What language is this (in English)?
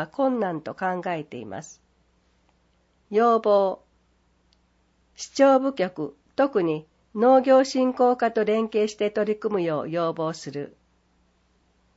Japanese